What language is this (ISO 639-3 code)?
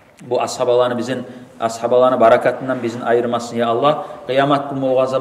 kum